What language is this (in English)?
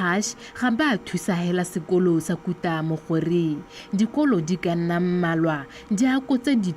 Tswana